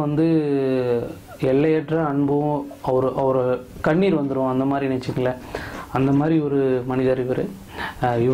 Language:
Tamil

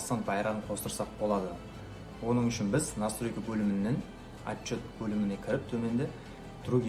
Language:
Kara-Kalpak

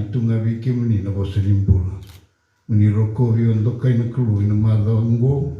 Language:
Fijian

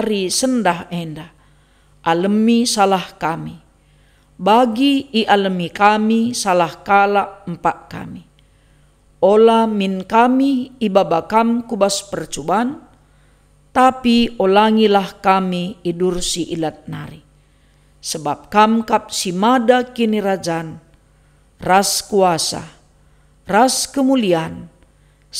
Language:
Batak Karo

